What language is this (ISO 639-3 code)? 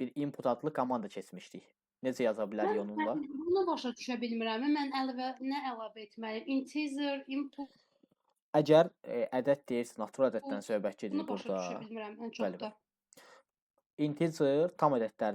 aze